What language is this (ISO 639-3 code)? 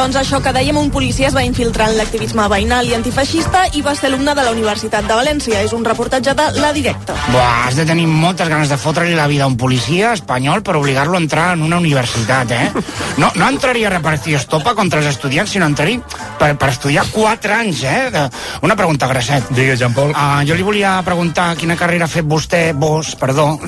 cat